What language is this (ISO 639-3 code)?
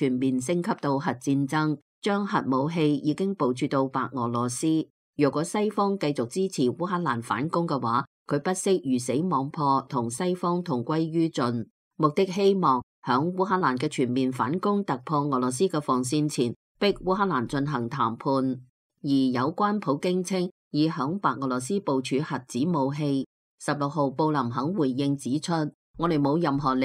yue